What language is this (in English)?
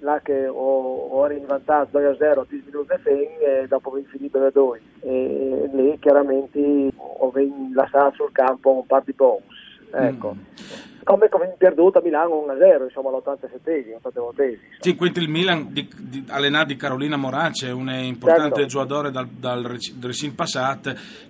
Friulian